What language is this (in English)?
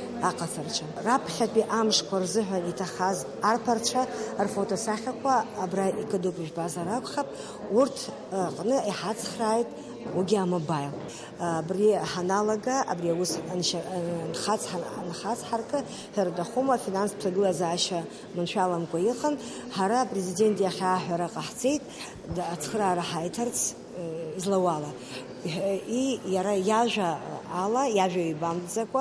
Abkhazian